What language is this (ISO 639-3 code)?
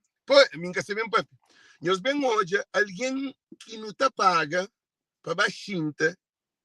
kea